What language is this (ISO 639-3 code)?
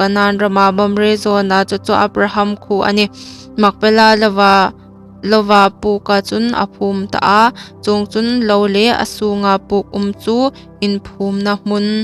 hmr